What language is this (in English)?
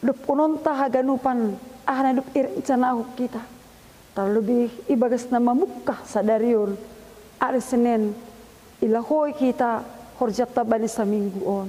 Batak Simalungun